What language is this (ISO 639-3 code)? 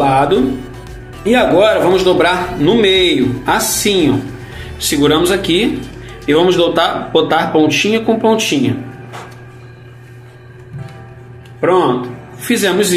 por